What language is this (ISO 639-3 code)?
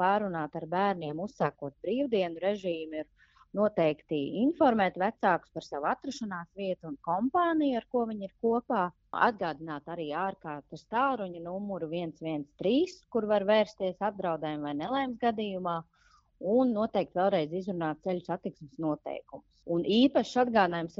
lav